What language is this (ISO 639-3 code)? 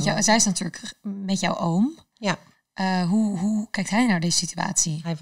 nld